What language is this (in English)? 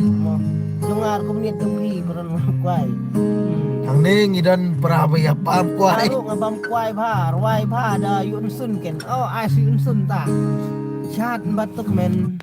Khasi